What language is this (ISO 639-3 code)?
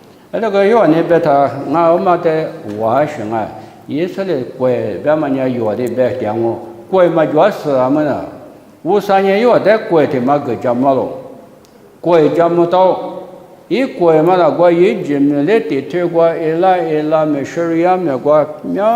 lis